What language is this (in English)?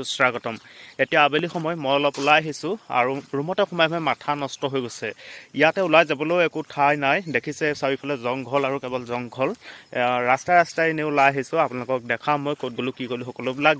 Assamese